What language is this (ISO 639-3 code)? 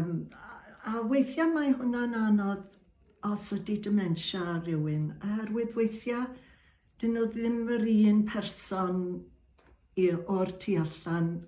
cym